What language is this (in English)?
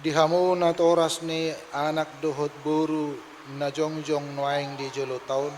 Batak Toba